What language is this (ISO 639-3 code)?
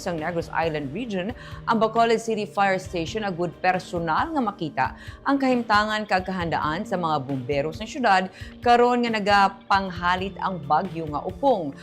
hil